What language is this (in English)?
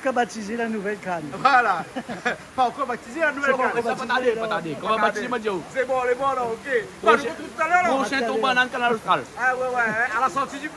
Réunion Creole French